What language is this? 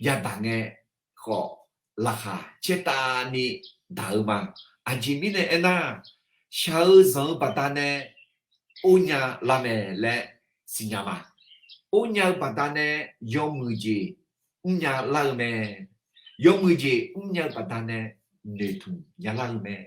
Akha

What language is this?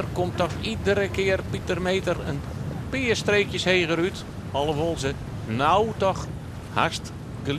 Western Frisian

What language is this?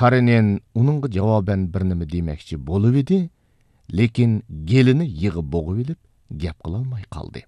Uyghur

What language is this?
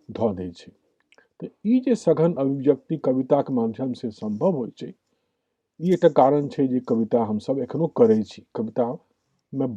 Maithili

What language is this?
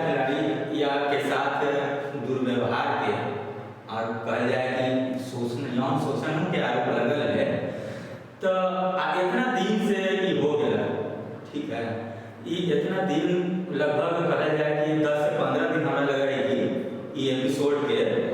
Magahi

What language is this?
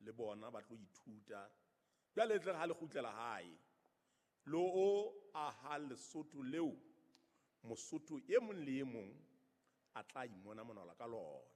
Southern Sotho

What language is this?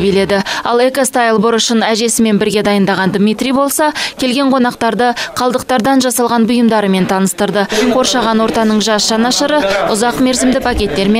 Kazakh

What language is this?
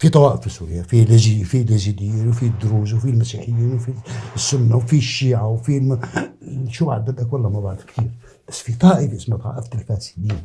North Levantine Arabic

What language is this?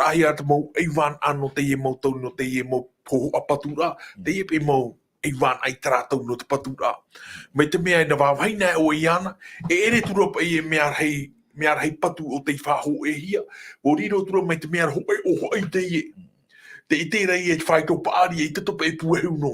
Tahitian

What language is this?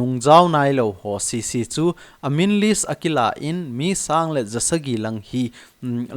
Thado Chin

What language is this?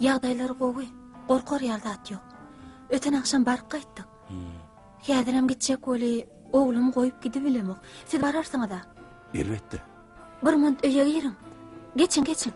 Turkmen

